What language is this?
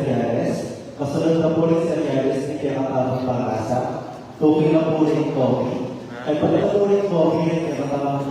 Pampanga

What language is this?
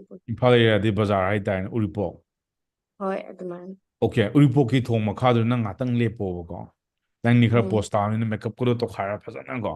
Manipuri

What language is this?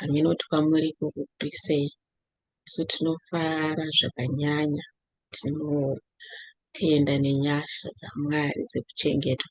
Shona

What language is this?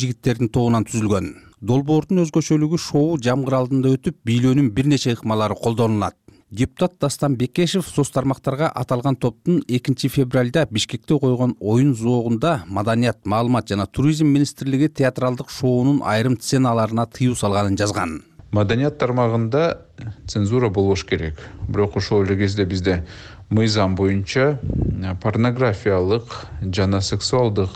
Kyrgyz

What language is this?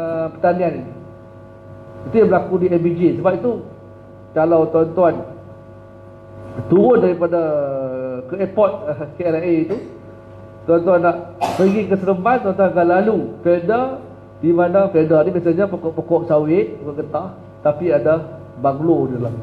Malay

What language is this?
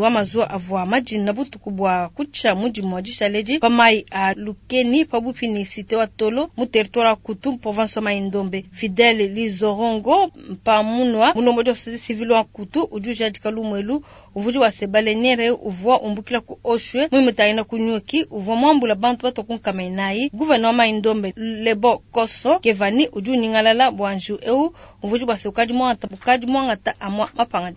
Luba-Lulua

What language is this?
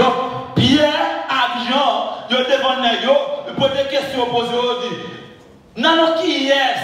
Haitian Creole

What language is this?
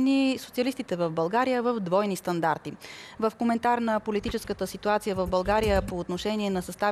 Bulgarian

